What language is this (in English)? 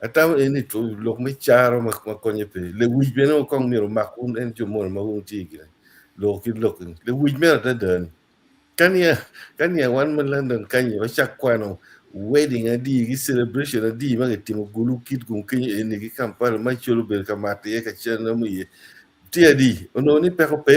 Acoli